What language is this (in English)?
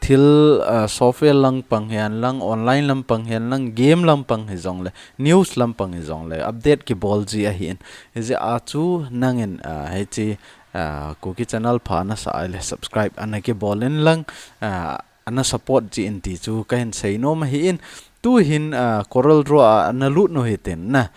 Thado Chin